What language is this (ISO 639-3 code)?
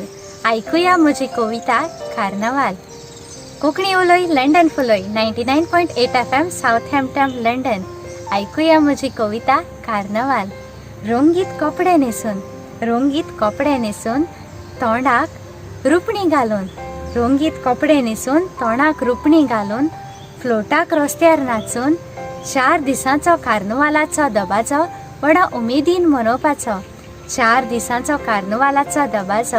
kok